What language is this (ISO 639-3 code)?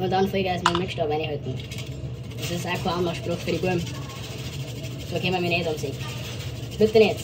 bar